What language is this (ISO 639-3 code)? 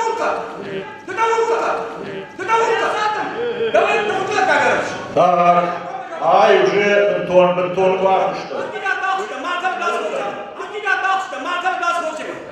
oss